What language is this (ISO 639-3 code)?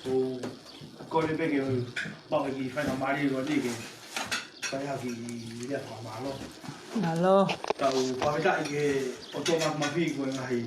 ton